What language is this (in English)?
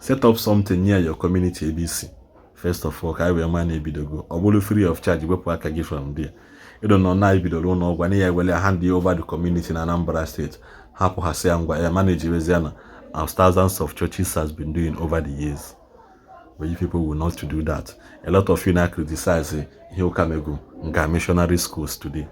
Igbo